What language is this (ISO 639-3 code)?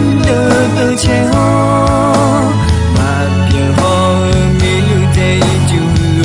ahk